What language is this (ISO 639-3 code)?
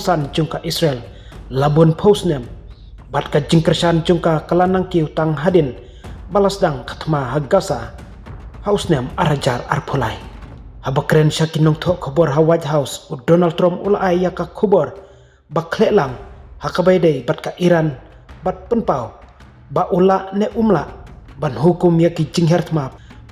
kha